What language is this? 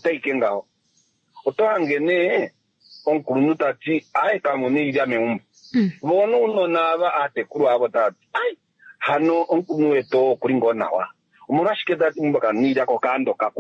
Kuanyama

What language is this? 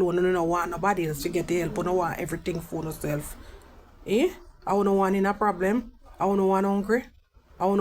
Jamaican Creole English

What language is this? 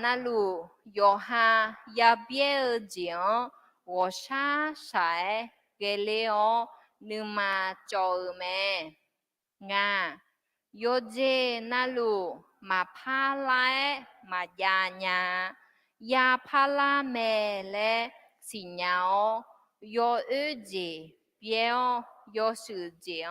Akha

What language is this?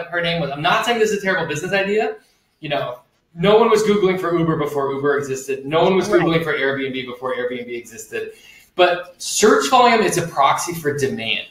English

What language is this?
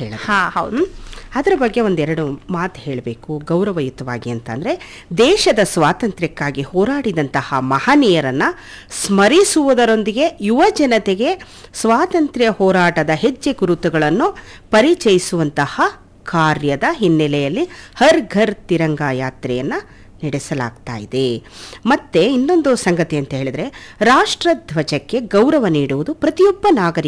Kannada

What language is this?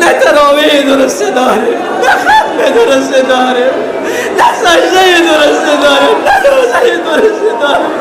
Persian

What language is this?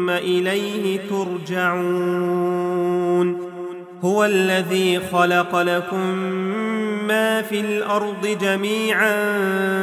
Arabic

